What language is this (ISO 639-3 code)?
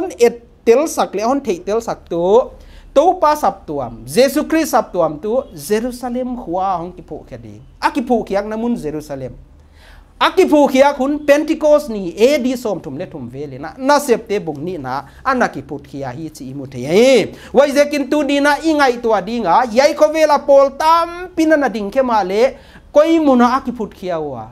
pck